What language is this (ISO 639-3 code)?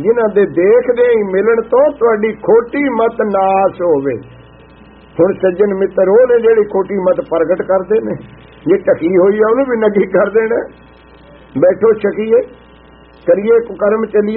pan